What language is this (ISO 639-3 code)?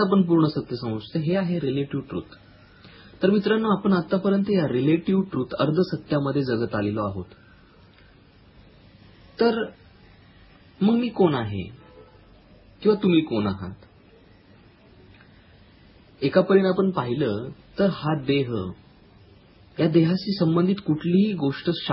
mar